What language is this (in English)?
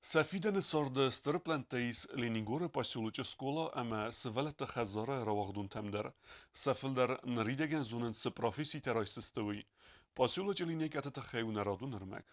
Ossetic